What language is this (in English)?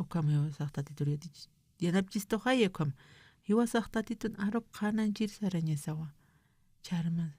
Aymara